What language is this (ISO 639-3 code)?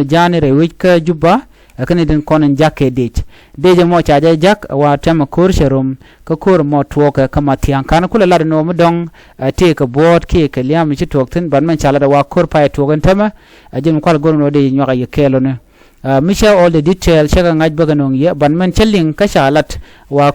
nus